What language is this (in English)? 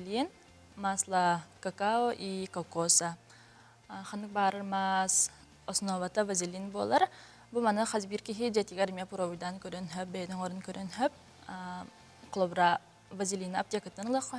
Yakut